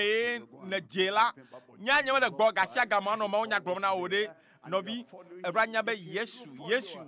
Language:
Ewe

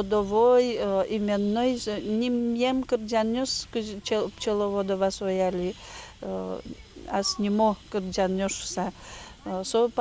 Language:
Udmurt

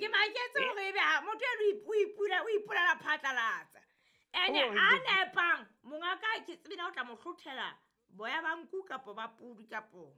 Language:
Southern Sotho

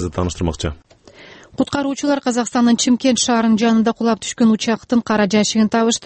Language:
Kyrgyz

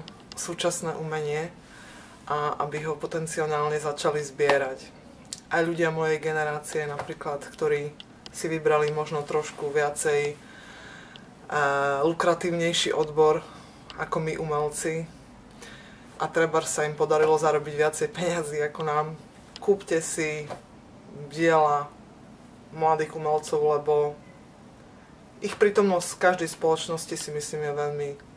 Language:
Slovak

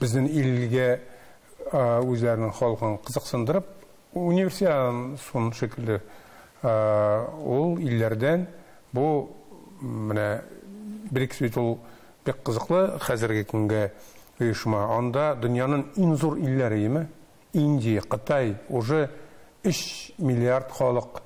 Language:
Tatar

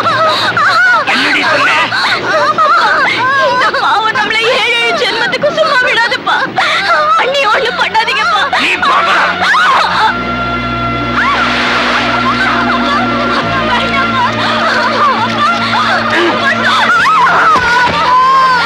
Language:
Tamil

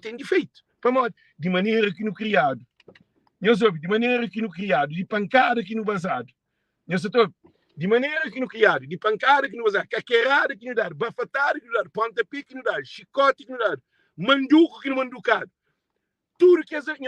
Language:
Kabuverdianu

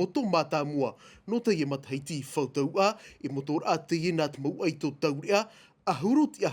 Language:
Tahitian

